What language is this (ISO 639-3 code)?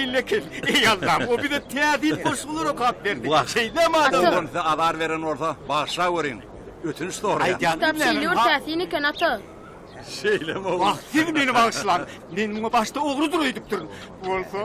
tuk